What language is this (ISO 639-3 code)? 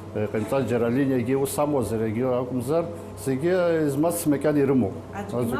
abk